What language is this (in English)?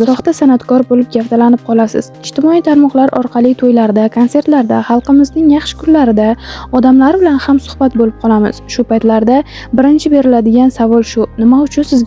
Uzbek